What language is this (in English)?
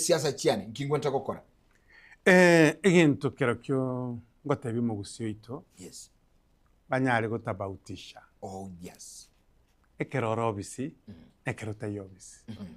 Gusii